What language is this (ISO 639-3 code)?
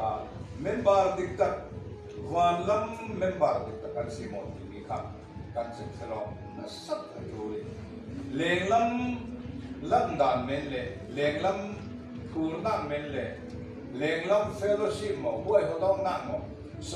cfm